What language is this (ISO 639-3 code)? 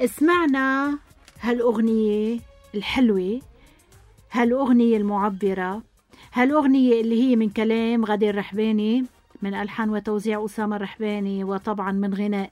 apc